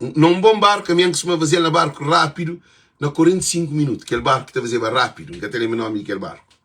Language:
Kabuverdianu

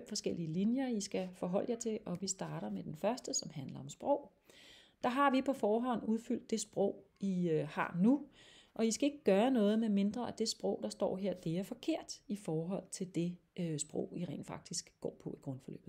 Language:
Danish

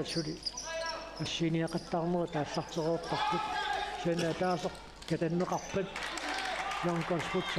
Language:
Kalaallisut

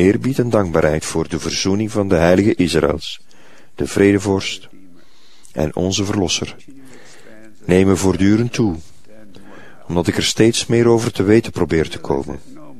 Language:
Dutch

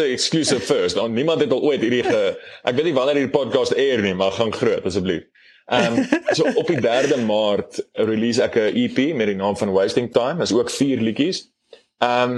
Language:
Afrikaans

